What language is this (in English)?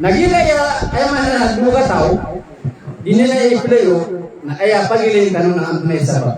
Maranao